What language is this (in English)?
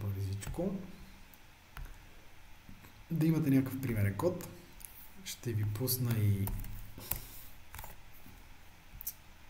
Bulgarian